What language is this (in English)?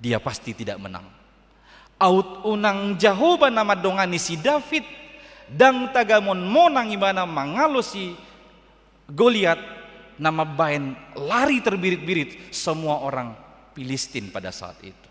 Batak Toba